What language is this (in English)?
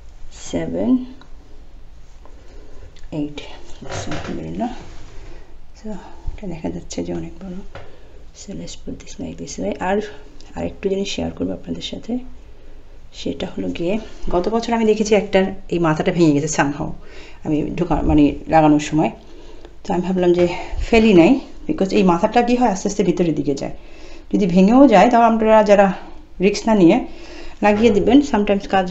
Bangla